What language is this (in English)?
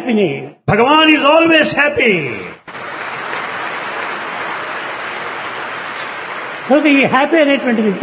Telugu